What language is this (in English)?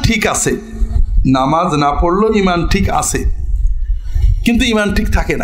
Bangla